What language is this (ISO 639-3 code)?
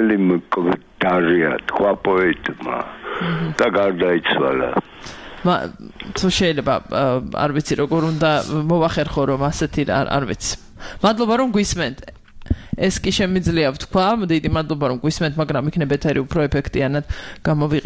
kat